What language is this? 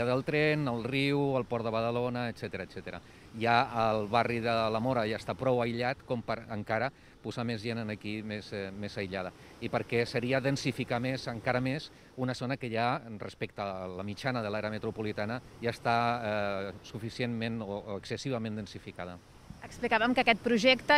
Catalan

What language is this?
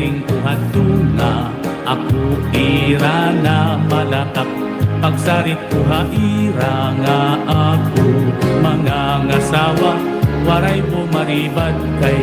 Waray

